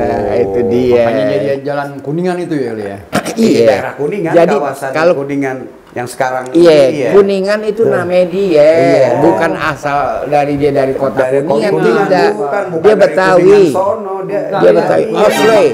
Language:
Betawi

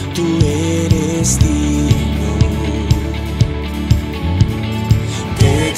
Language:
Spanish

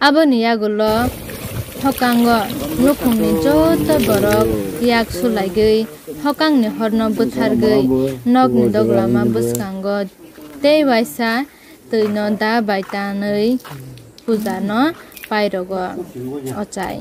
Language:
Kok Borok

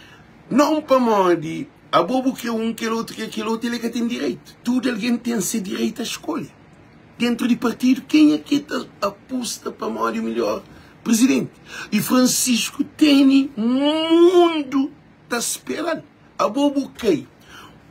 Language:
Kabuverdianu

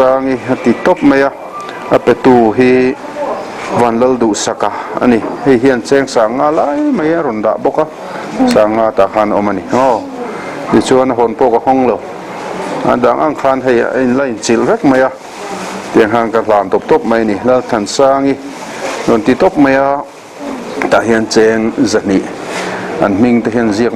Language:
Mizo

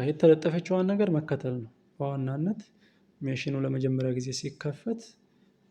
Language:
Amharic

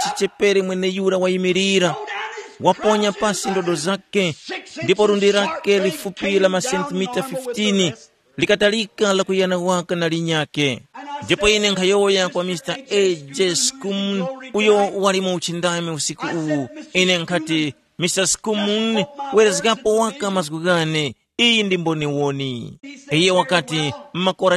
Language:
Tumbuka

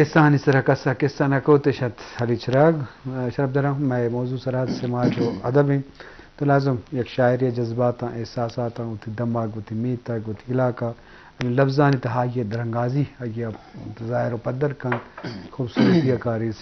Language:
Eastern Balochi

